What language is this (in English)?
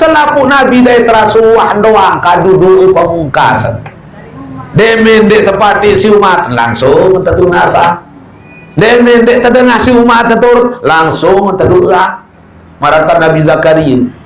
Sasak